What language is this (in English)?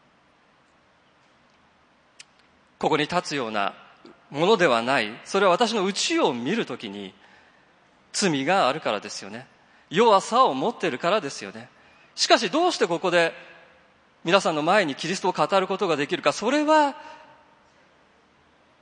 Japanese